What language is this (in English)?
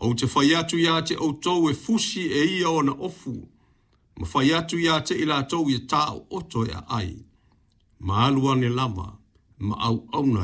Samoan